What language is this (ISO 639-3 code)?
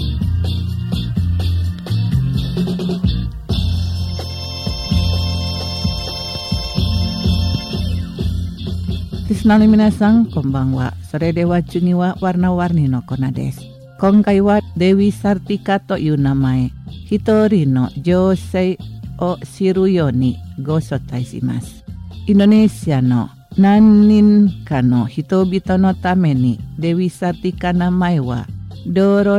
jpn